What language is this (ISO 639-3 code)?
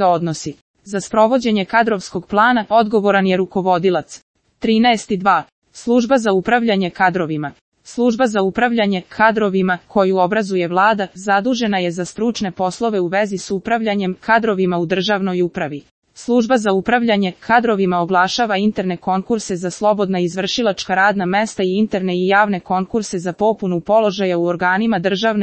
srp